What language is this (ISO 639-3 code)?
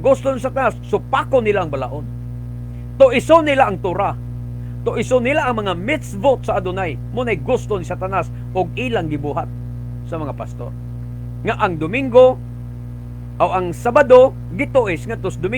ceb